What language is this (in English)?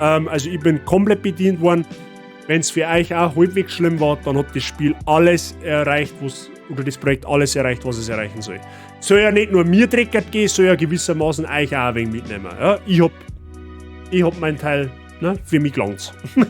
Bavarian